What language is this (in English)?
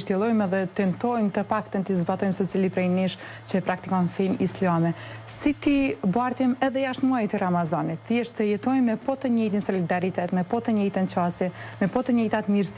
Albanian